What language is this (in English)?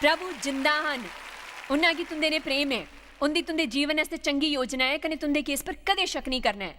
Dogri